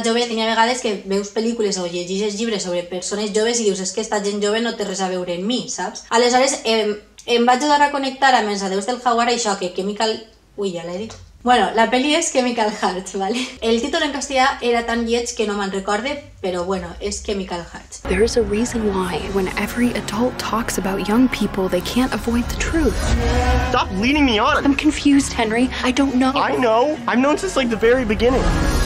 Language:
Catalan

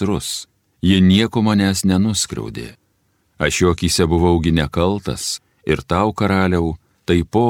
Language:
Lithuanian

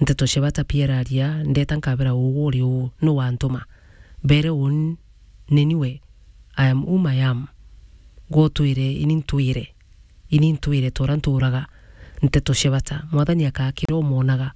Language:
Meru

